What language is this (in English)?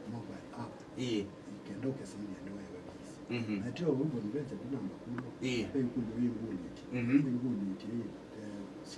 Kamba